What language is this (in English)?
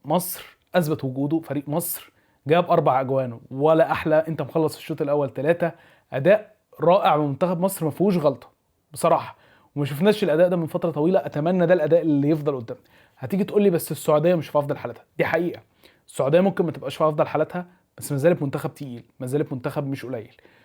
Egyptian Arabic